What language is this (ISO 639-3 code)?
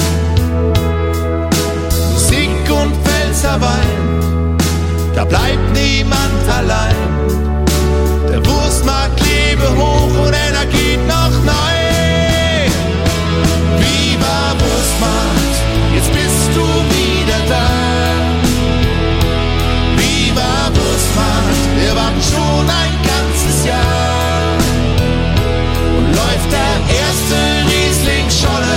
deu